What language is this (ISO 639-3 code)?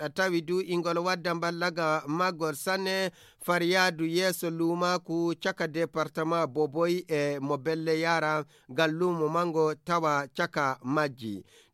ful